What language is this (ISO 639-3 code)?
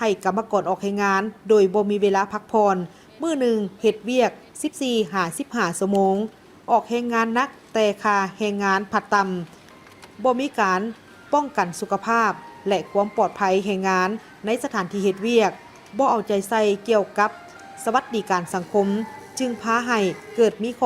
lao